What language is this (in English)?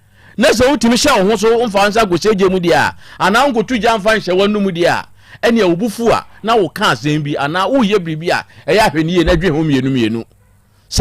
Akan